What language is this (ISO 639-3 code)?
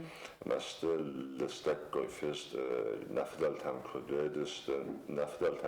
oss